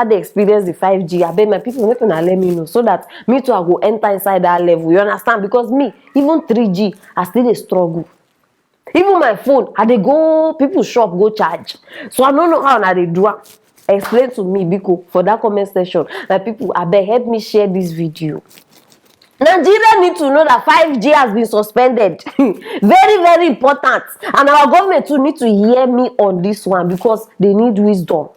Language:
Nigerian Pidgin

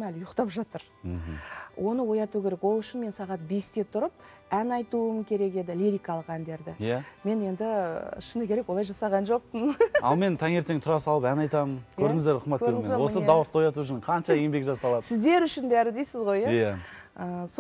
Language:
Kazakh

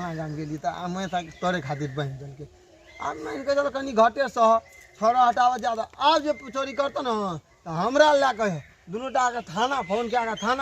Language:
Maithili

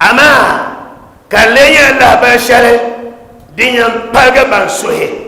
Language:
Dagbani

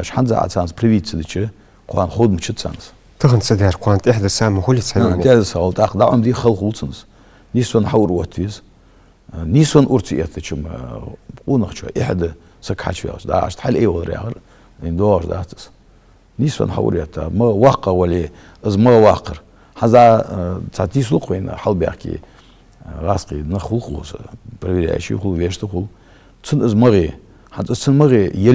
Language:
Ingush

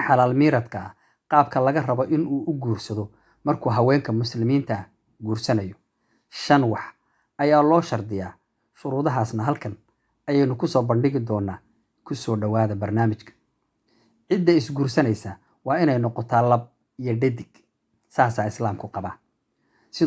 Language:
Somali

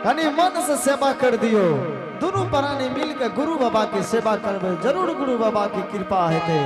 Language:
Angika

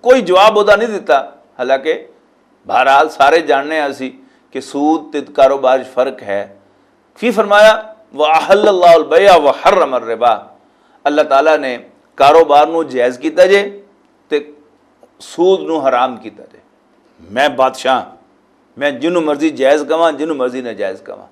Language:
Western Panjabi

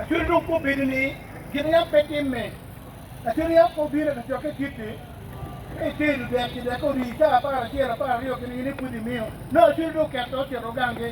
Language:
Acoli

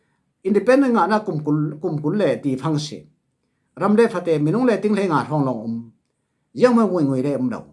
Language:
Falam Chin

